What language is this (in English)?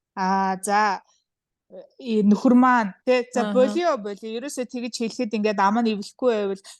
Mongolian